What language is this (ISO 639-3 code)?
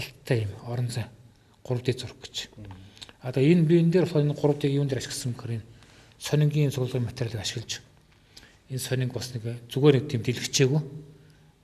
mon